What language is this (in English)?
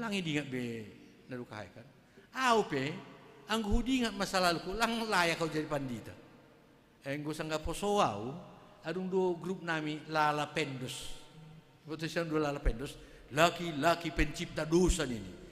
Batak Simalungun